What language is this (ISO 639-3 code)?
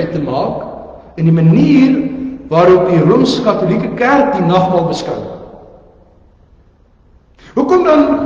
afr